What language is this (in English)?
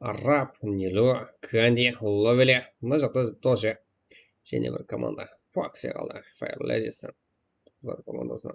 Kara-Kalpak